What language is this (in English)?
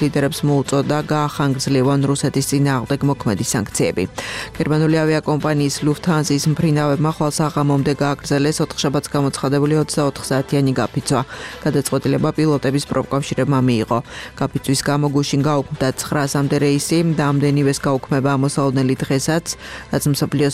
Georgian